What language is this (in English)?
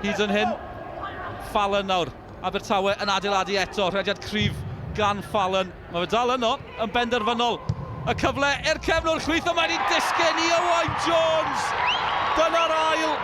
Welsh